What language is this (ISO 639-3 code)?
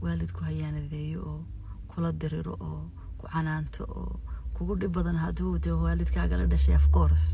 som